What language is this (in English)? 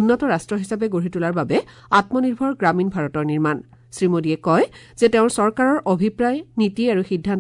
Assamese